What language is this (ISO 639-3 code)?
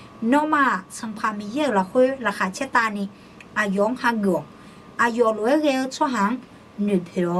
ahk